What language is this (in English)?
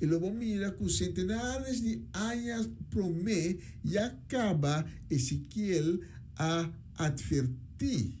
Papiamento